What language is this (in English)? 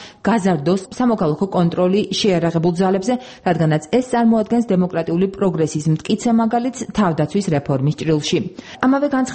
Georgian